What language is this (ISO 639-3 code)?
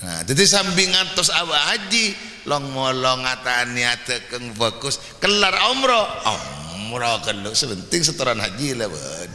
mad